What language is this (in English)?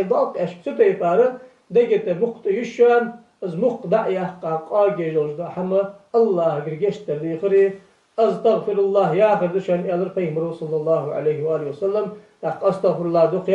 Ingush